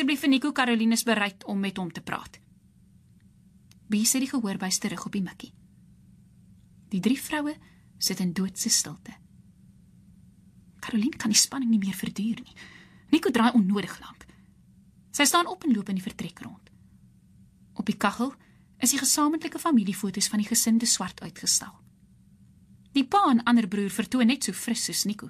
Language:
Afrikaans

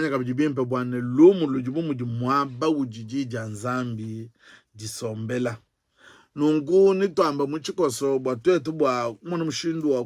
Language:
Luba-Lulua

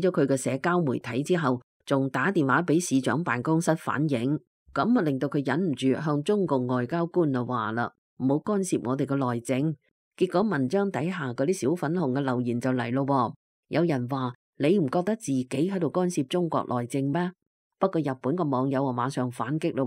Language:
Cantonese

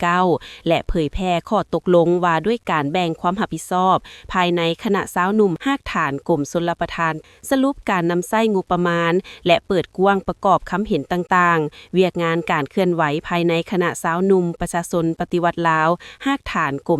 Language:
Lao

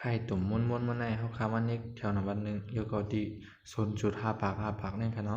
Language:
Shan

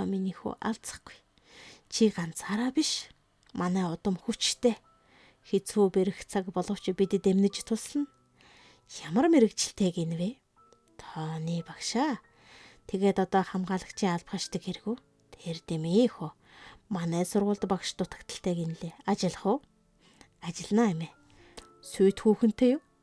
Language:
Mongolian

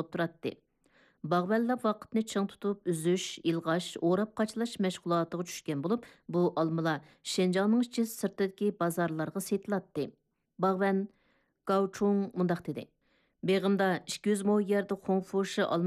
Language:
Uyghur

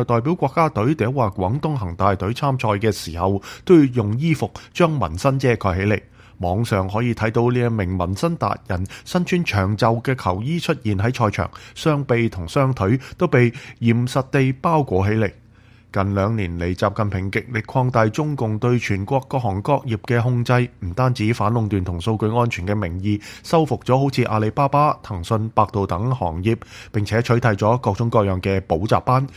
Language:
Cantonese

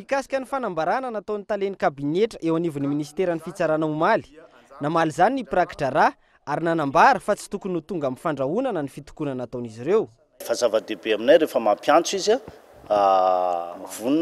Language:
Malagasy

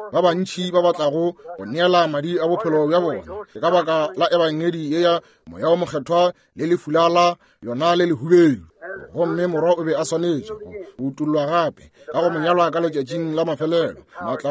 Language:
Northern Sotho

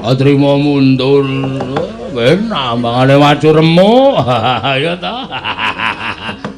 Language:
Javanese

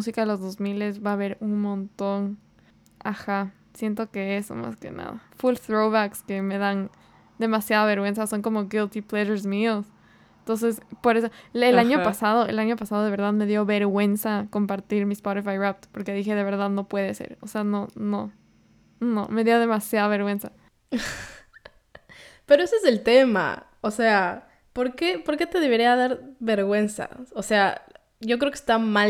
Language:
Spanish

